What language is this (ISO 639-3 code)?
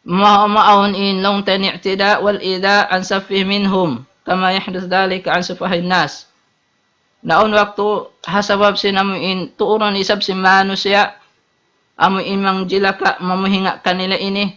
tsg